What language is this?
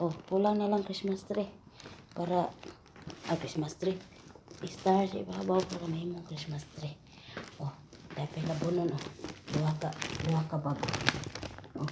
Cebuano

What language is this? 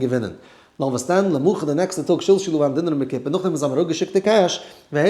Yiddish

